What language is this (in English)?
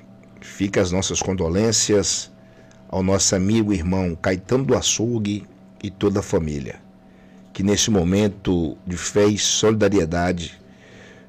Portuguese